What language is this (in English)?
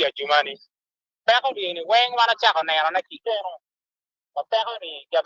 Acoli